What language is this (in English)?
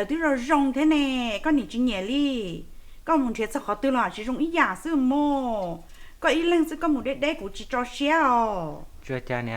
Hmong